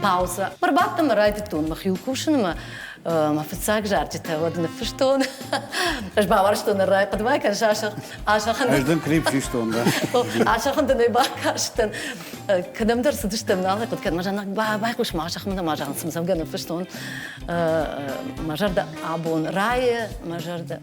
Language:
Ossetic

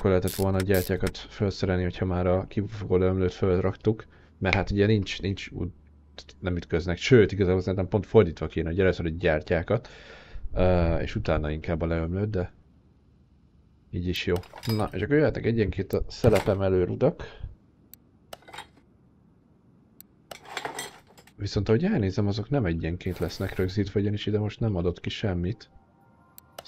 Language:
Hungarian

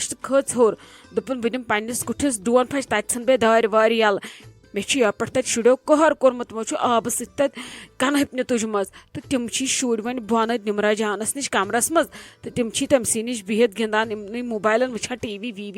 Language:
Kashmiri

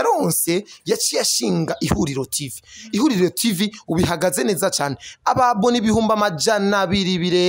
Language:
Rundi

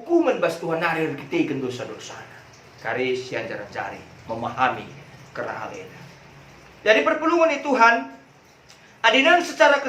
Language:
Batak Karo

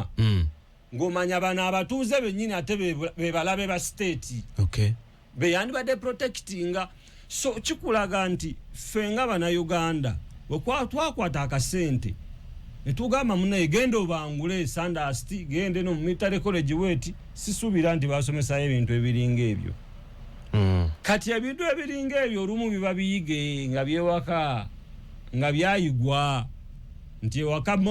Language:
Ganda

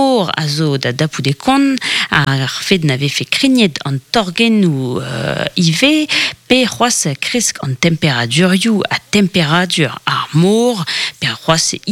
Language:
Breton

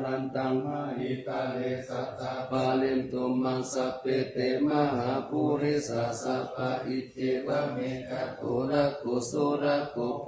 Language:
Pali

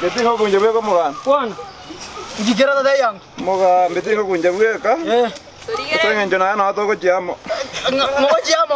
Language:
Gusii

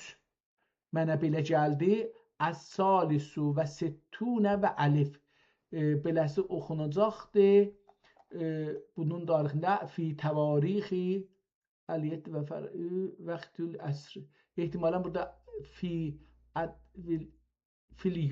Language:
South Azerbaijani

